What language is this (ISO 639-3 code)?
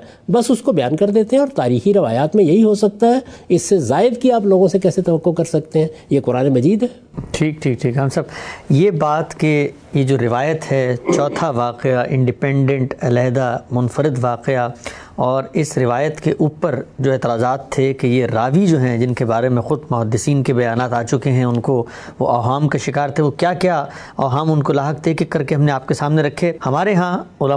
urd